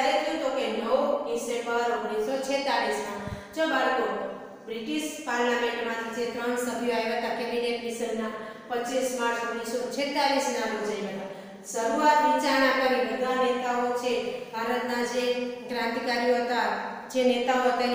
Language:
Gujarati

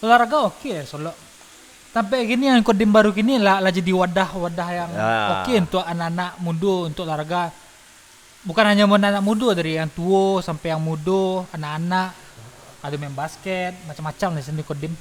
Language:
Minangkabau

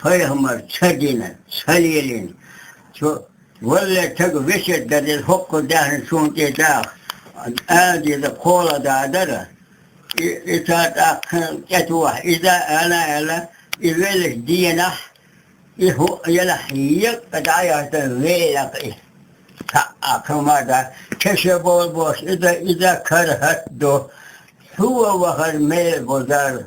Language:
Chechen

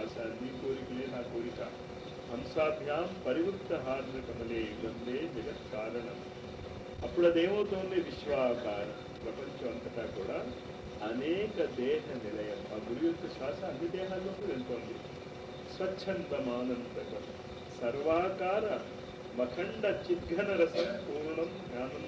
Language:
Telugu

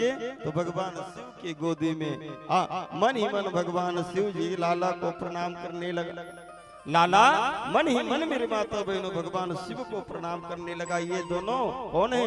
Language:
Chhattisgarhi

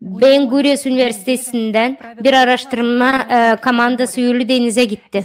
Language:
Gagauz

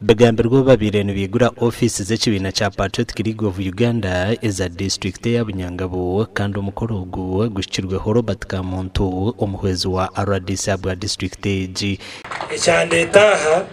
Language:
Nyankole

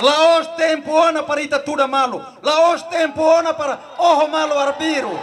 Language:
Tetum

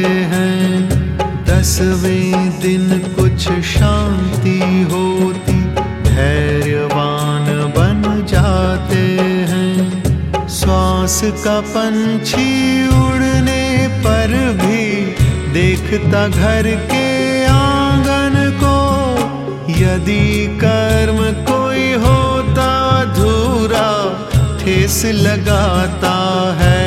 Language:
Hindi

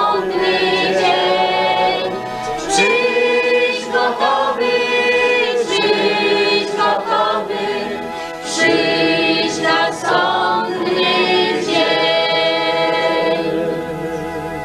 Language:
Polish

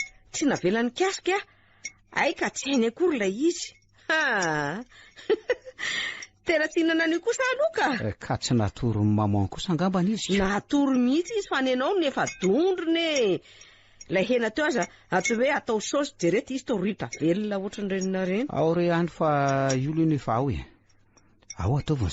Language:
Malagasy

